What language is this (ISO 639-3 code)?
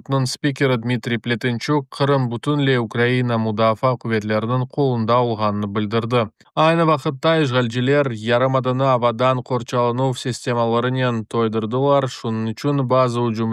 crh